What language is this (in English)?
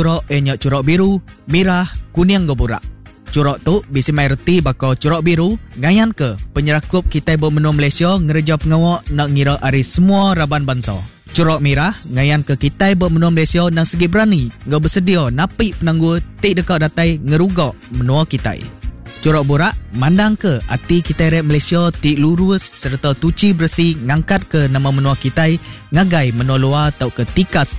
Iban